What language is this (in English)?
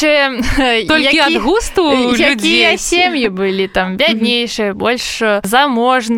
Belarusian